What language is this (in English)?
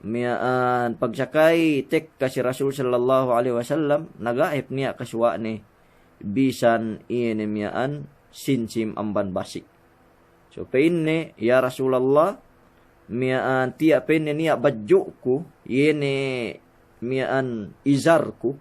Yakan